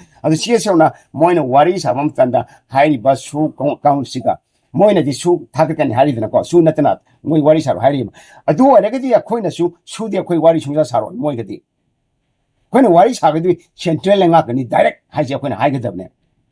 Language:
Manipuri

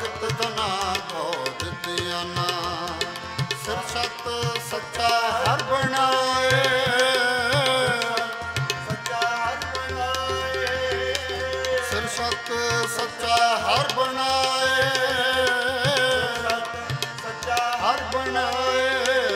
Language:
Punjabi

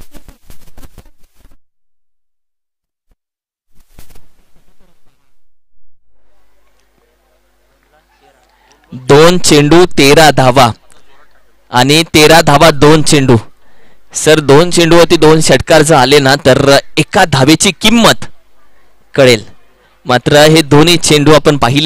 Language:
Marathi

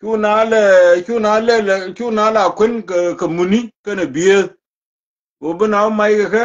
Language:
Nuer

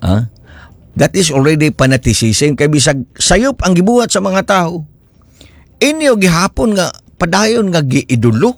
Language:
Cebuano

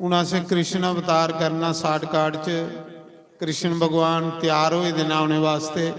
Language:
Dogri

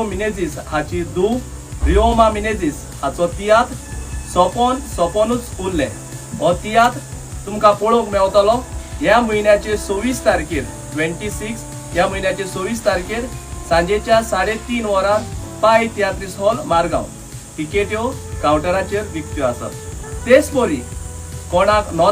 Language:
Konkani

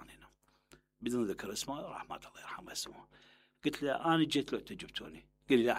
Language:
Mesopotamian Arabic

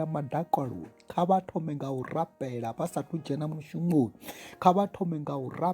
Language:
Venda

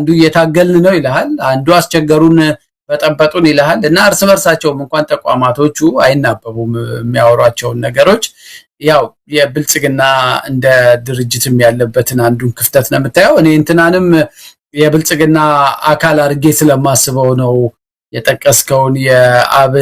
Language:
Amharic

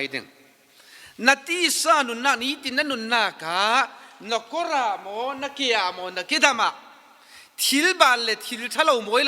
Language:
Falam Chin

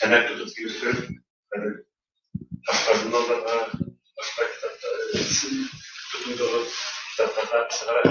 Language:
Bashkir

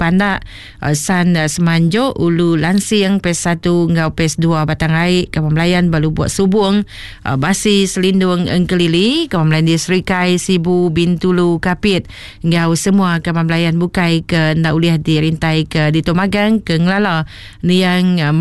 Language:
Iban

